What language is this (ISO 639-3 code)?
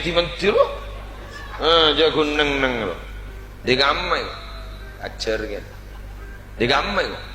mad